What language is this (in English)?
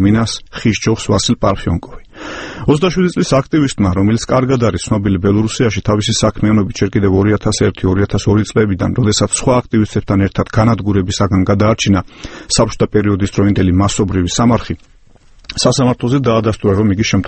Georgian